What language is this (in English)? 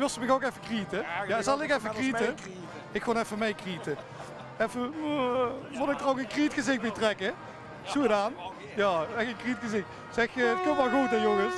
Limburgish